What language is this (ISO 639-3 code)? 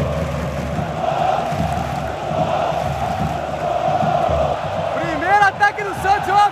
por